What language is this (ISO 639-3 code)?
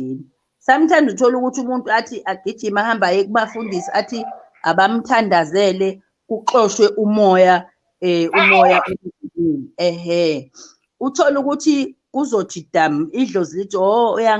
zul